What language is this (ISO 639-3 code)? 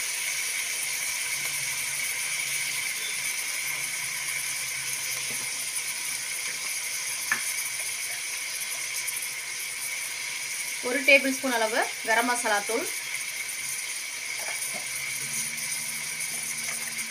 tam